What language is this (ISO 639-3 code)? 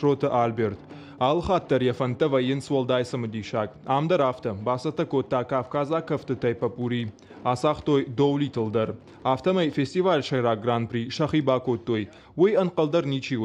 oss